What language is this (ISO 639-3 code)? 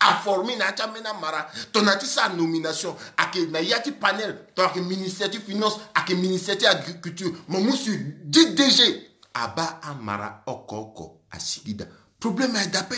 sag